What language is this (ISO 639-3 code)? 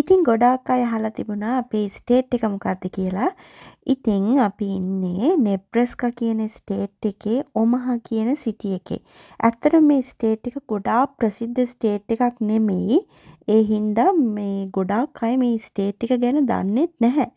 sin